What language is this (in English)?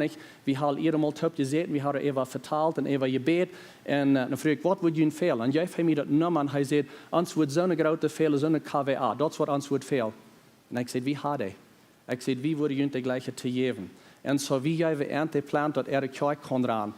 Plautdietsch